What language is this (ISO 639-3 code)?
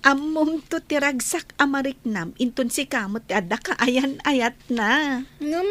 ilo